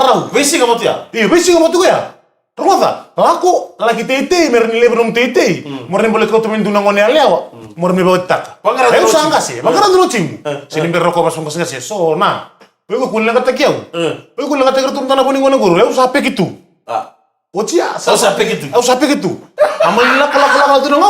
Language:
Fijian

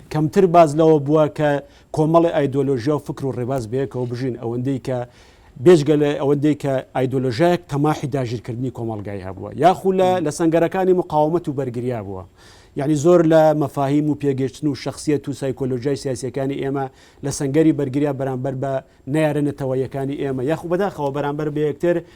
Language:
Central Kurdish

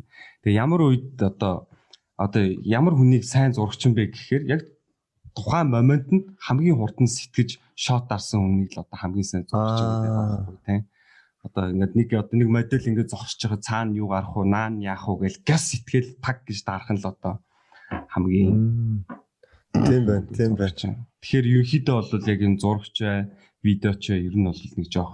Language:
Mongolian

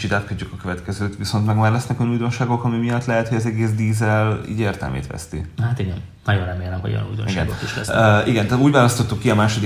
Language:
Hungarian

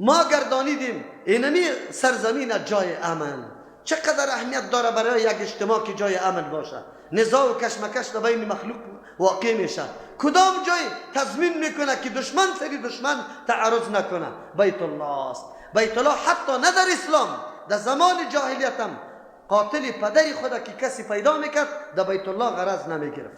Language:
Persian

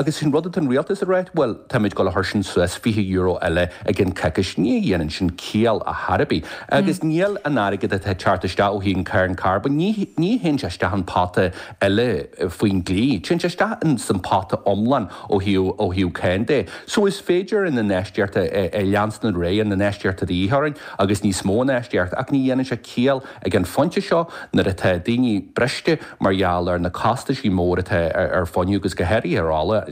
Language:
Irish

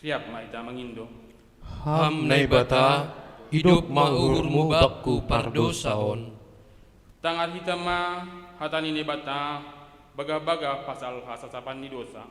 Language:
Batak Simalungun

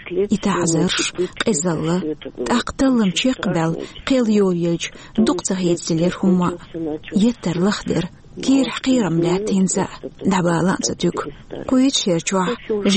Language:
Chechen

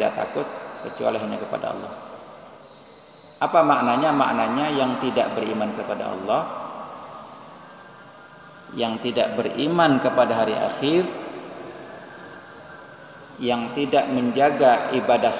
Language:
Indonesian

